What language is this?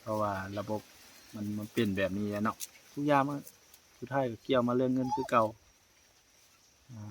Lao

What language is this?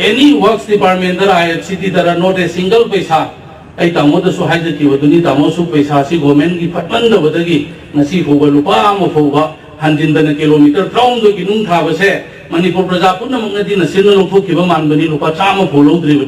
Manipuri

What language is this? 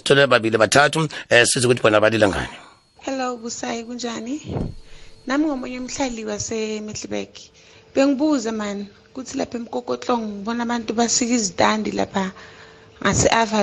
South Ndebele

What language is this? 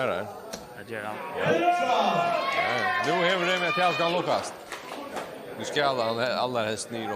Faroese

